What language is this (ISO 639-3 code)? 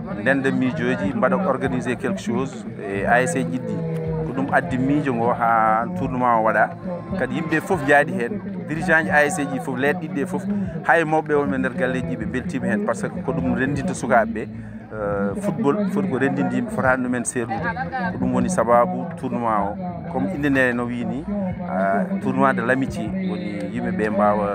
ful